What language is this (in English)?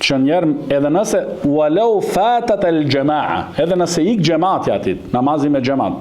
Albanian